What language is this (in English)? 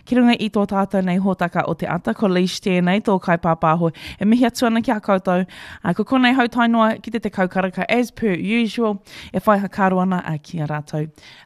Māori